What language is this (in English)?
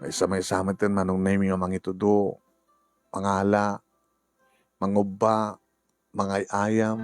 Iloko